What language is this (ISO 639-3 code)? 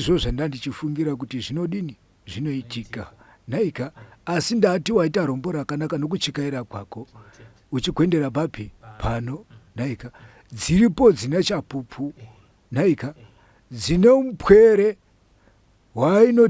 sna